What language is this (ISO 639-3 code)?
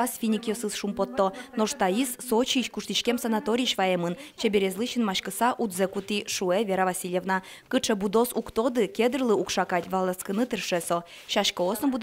udm